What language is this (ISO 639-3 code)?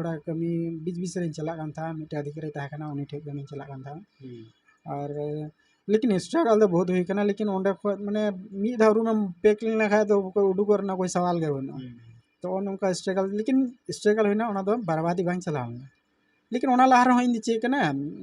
sat